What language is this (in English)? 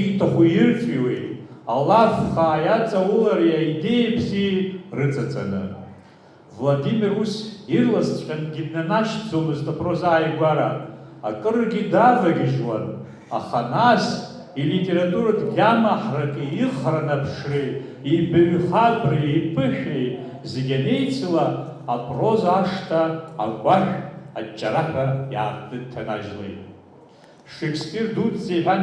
Abkhazian